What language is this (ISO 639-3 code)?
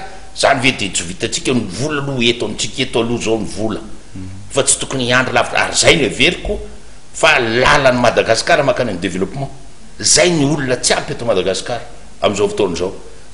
mlg